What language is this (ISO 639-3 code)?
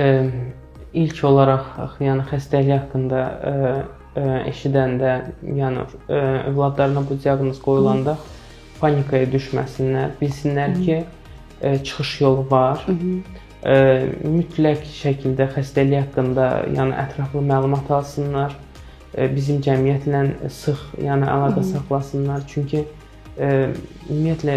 aze